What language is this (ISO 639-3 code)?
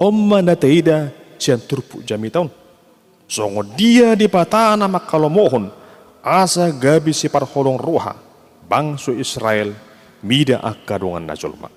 bbc